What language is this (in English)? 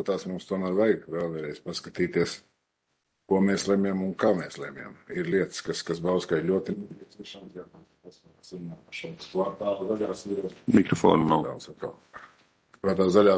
Latvian